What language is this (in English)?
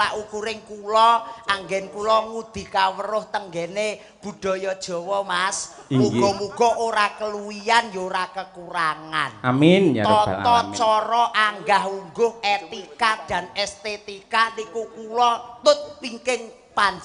Javanese